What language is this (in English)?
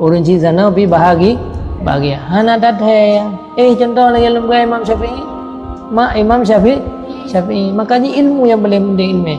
Achinese